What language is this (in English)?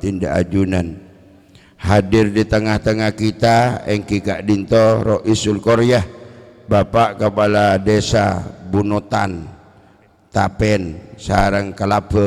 Madurese